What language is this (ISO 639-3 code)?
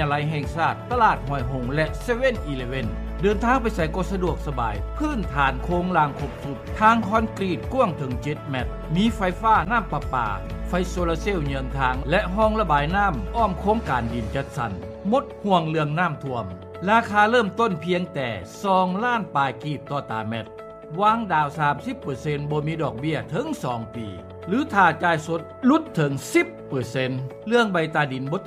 lao